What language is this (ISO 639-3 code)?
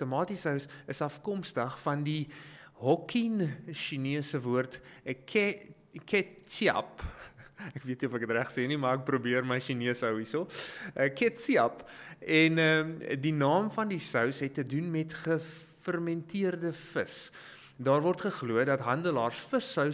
afr